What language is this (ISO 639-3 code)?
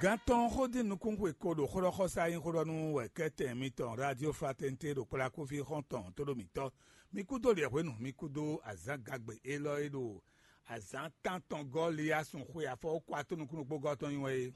fon